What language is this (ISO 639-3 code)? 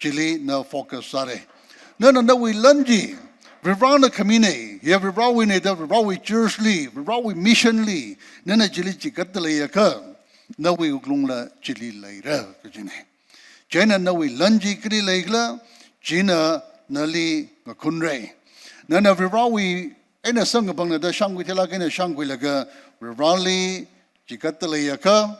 nmf